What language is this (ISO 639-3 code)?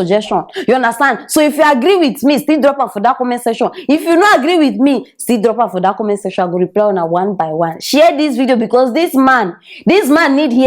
pcm